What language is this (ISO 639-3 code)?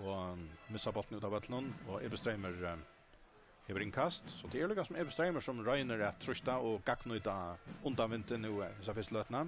fao